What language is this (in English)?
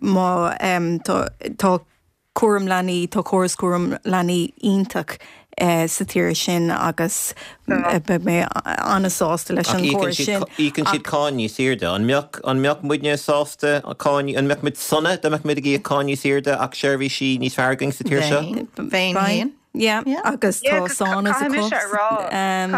Irish